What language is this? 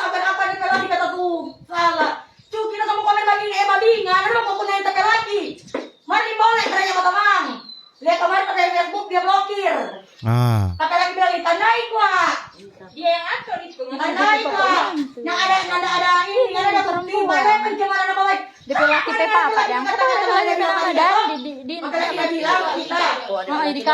Manado Malay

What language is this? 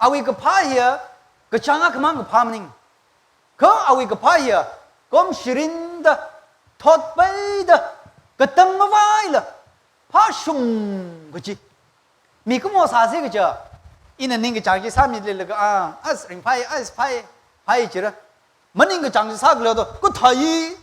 Tangkhul Naga (India)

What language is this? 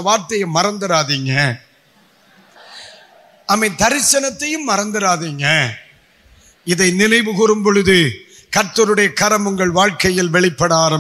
Tamil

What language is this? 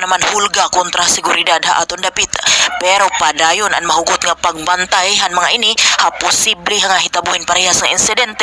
Waray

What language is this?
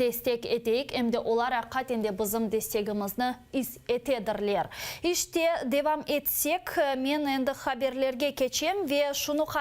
Crimean Tatar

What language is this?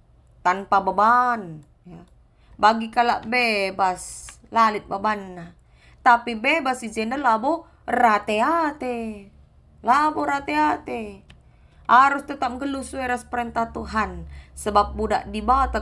Batak Karo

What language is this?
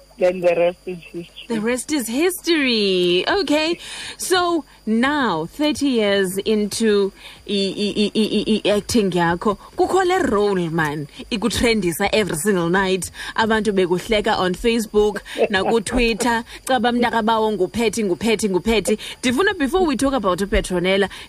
Xhosa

